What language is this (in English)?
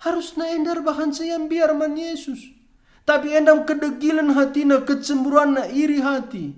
Batak Karo